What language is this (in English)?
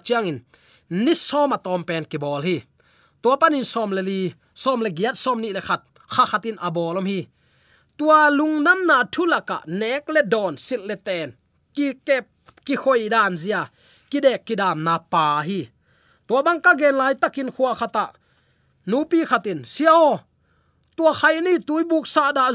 Tedim Chin